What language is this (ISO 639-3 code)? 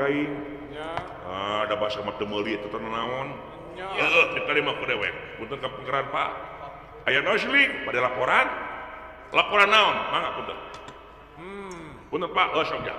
sun